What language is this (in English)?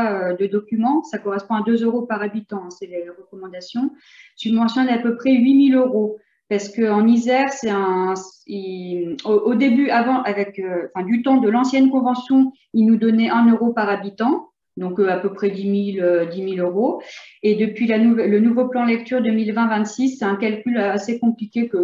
French